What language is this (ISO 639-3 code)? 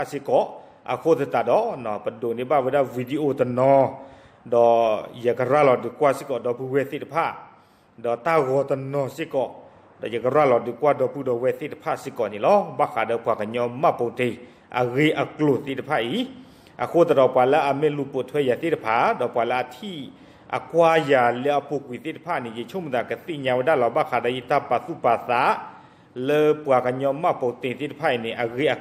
ksw